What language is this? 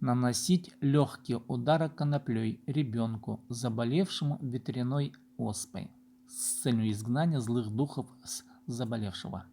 Khakas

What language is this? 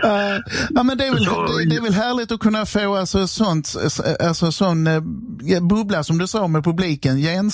Swedish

